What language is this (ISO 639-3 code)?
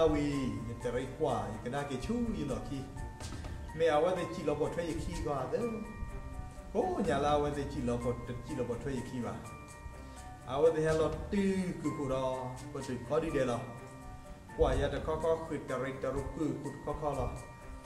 ksw